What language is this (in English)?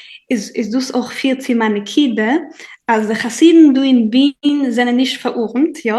Yiddish